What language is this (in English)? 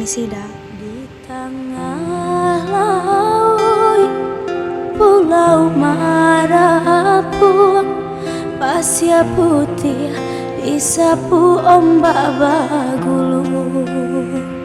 Minangkabau